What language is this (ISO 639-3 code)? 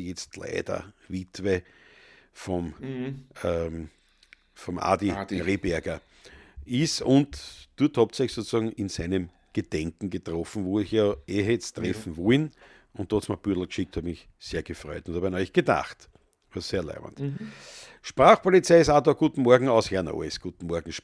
bar